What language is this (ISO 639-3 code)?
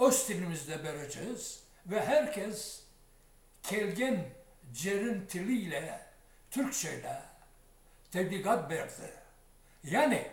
crh